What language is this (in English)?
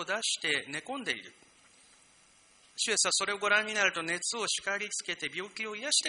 Japanese